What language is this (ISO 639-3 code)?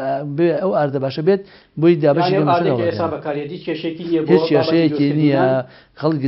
ckb